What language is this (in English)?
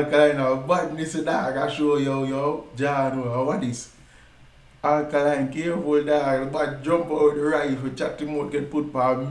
Jamaican Creole English